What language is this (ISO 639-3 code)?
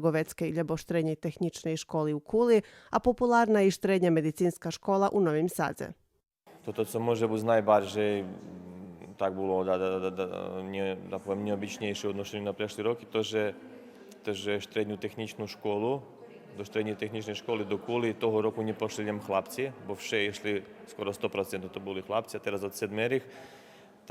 rue